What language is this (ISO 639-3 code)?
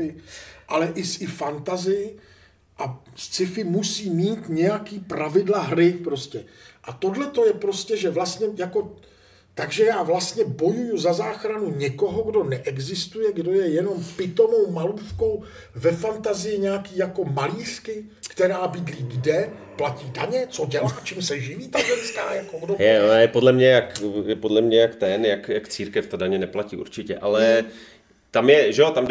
ces